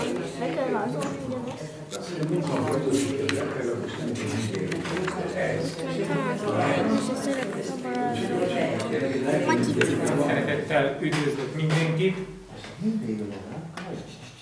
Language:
Hungarian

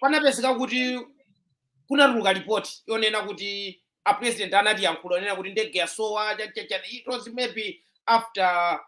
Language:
Nyanja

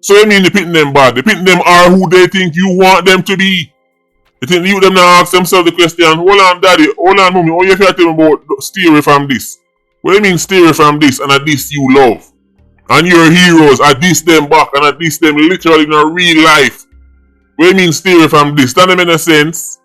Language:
Jamaican Creole English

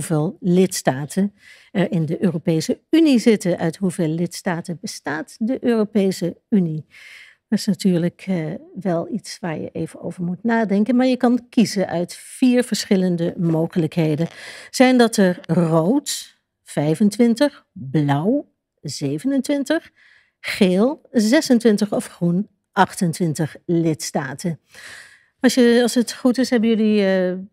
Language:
Dutch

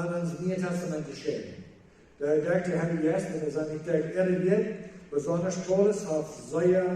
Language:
Plautdietsch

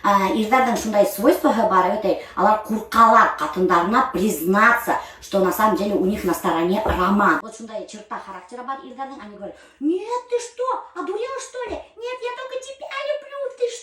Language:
Bashkir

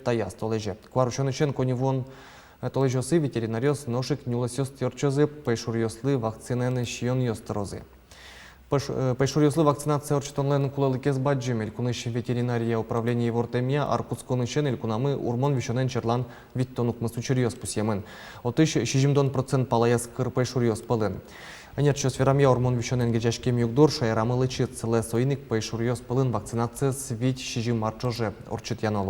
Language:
Udmurt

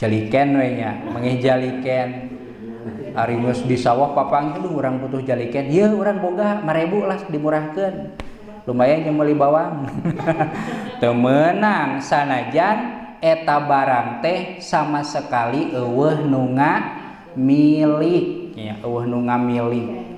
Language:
Sundanese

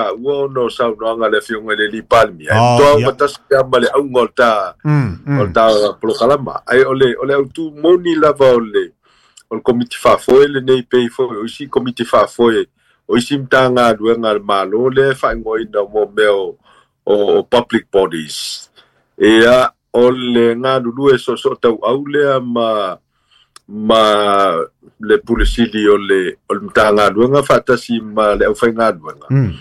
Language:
Samoan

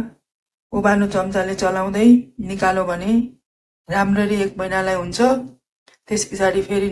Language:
Nepali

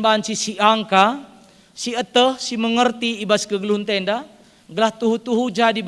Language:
Batak Karo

